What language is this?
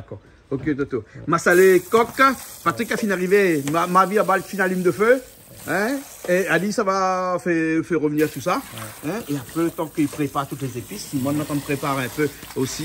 Réunion Creole French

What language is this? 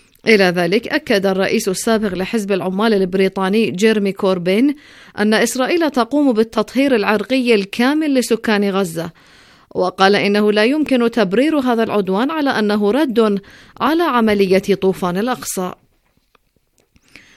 Arabic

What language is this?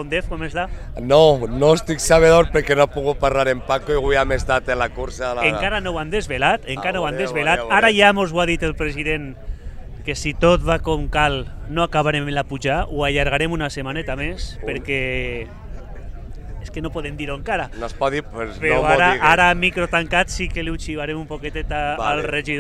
Catalan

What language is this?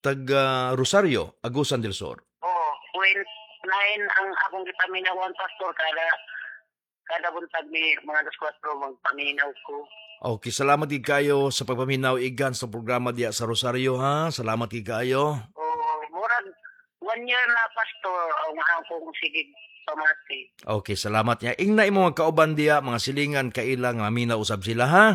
Cebuano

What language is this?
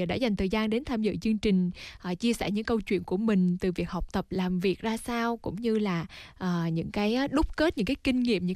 Vietnamese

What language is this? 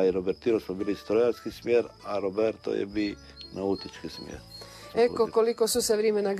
Croatian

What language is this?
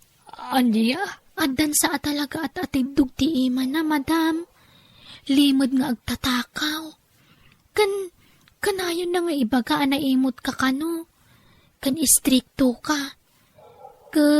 Iloko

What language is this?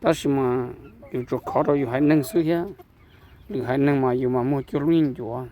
Hmong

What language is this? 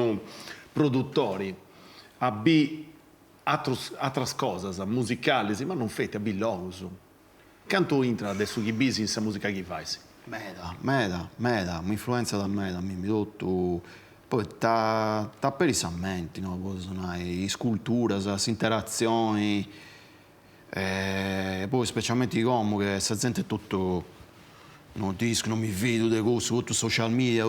Sardinian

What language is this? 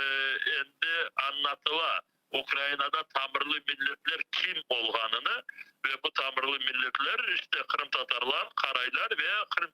Crimean Tatar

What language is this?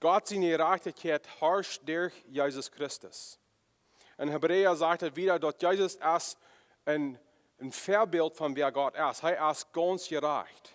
Plautdietsch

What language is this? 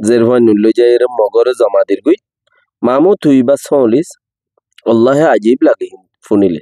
Rohingya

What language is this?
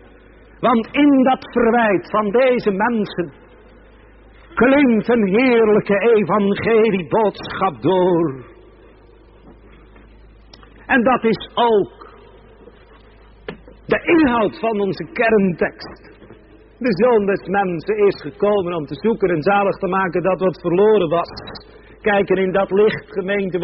Dutch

